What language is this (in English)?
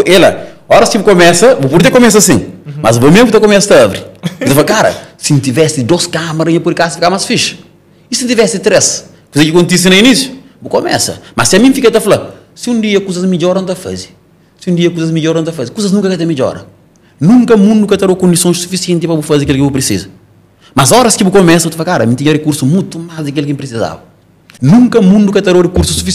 Portuguese